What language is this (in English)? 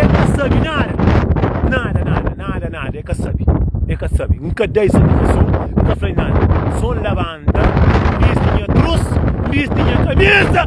Kabuverdianu